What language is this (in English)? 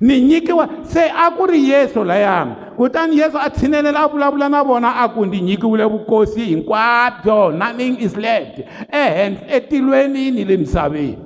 Tsonga